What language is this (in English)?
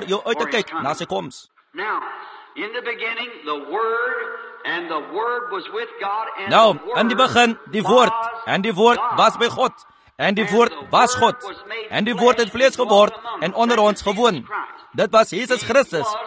Afrikaans